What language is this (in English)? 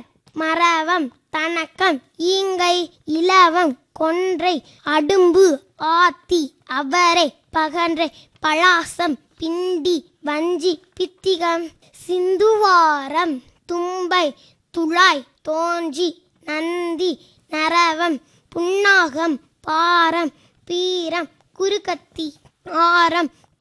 Tamil